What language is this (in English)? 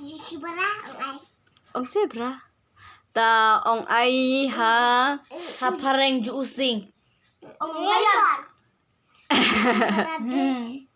Khasi